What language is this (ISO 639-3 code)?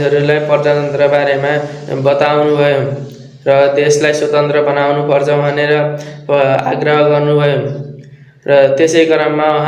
nep